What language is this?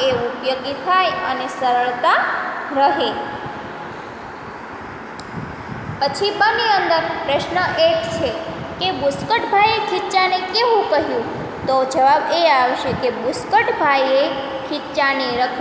Gujarati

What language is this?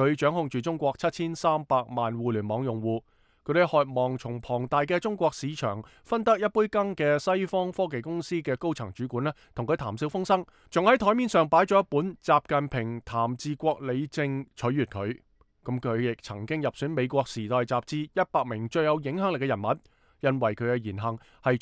Cantonese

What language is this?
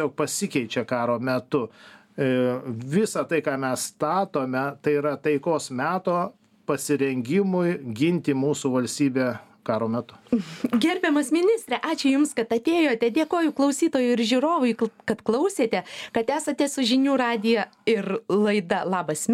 Lithuanian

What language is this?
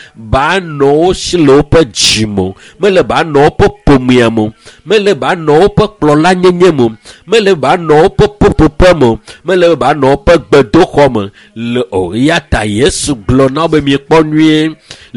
Ewe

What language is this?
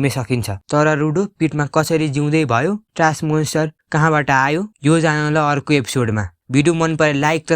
Nepali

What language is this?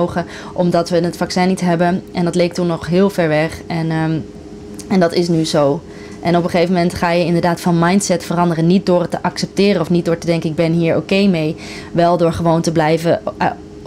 Dutch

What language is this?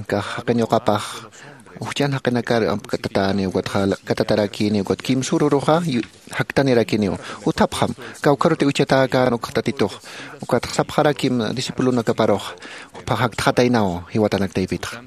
Aymara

